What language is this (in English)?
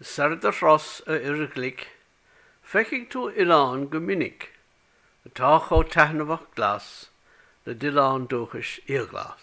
Irish